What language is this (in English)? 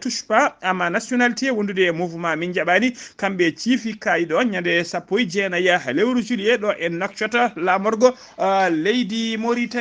Fula